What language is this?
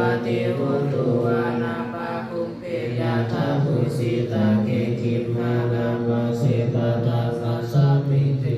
Pali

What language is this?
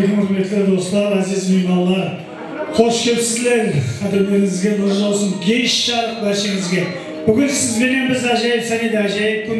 Kara-Kalpak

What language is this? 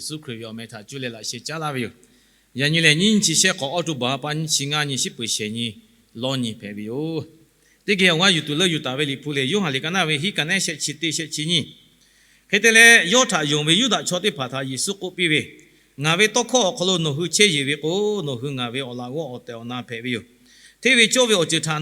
Lahu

